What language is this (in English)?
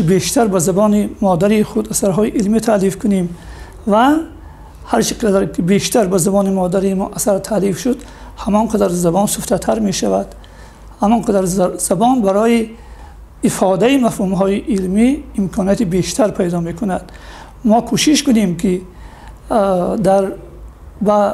Tajik